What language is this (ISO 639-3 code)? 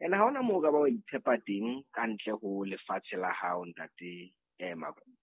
sot